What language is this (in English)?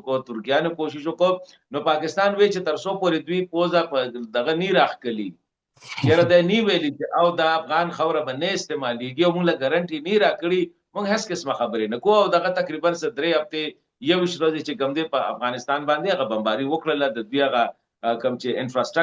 Pashto